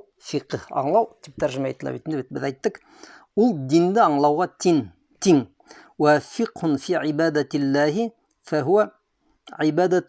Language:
Bashkir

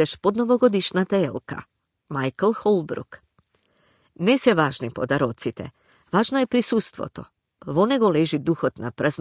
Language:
Macedonian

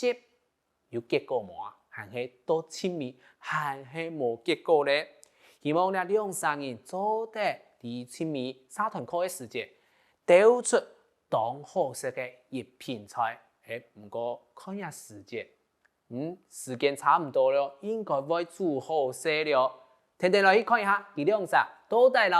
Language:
Hakka Chinese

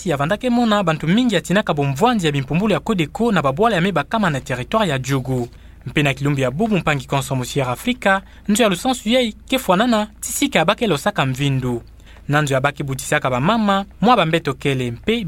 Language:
Kituba (Democratic Republic of Congo)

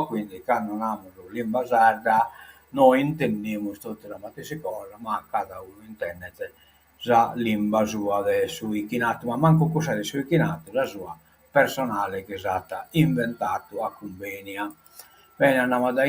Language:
Sardinian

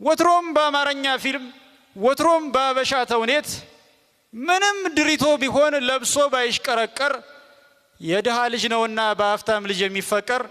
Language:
Amharic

